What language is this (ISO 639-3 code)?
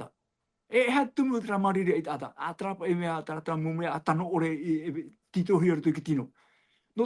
tah